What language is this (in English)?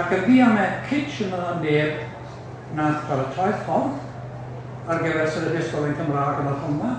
Welsh